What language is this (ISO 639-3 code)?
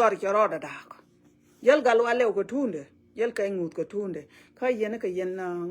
nus